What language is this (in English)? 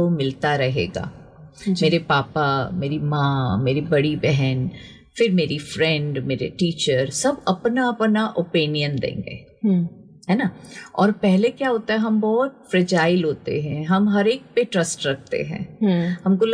Hindi